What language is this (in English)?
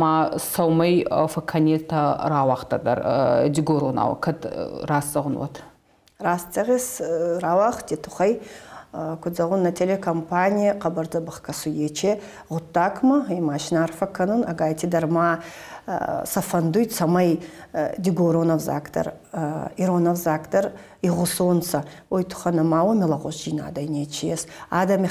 Ossetic